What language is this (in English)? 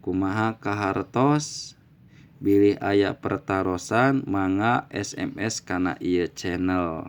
Sundanese